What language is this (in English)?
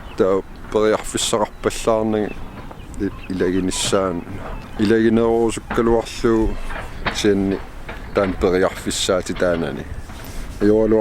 Kalaallisut